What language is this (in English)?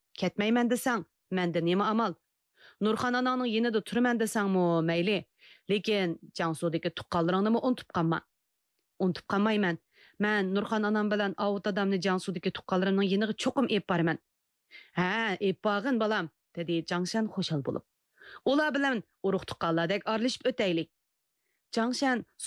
Uyghur